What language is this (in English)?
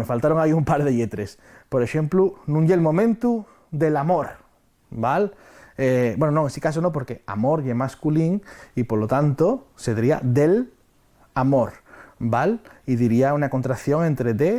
Asturian